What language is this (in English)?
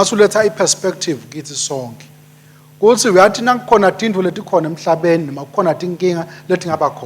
Swati